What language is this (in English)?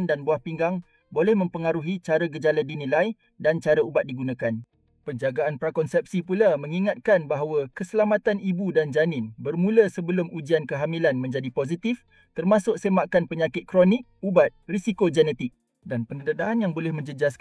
Malay